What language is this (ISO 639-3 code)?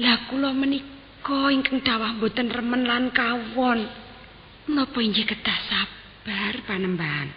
jav